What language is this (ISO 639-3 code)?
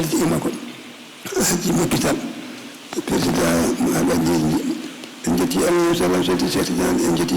ful